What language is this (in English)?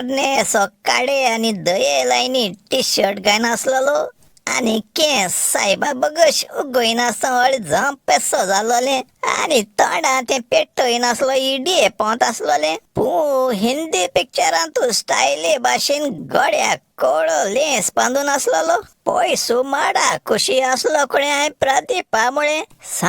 Konkani